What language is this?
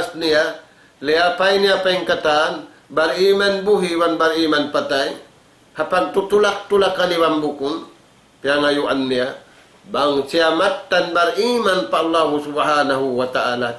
Tausug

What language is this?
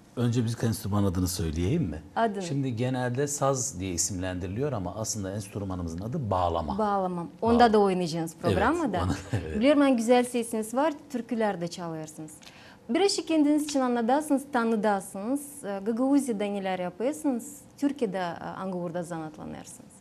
Gagauz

